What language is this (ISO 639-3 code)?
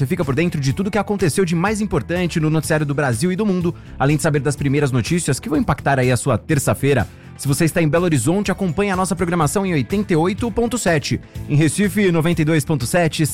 por